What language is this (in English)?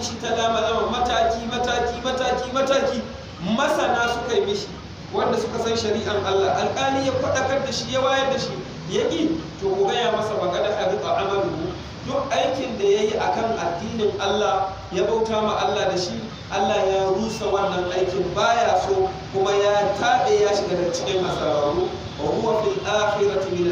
Hausa